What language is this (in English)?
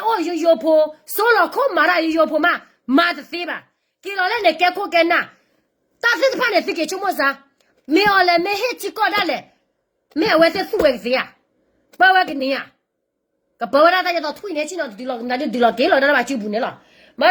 S'gaw Karen